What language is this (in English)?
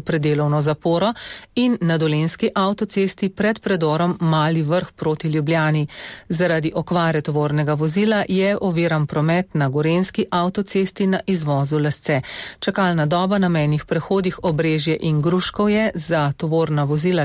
Slovenian